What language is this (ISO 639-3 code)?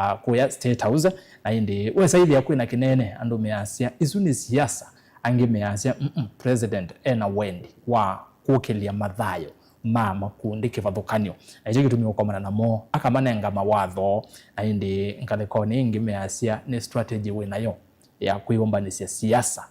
kam